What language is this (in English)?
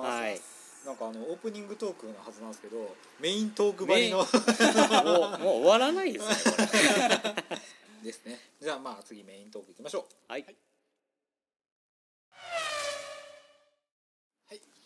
Japanese